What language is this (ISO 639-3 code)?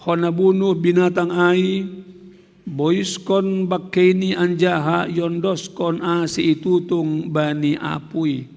bts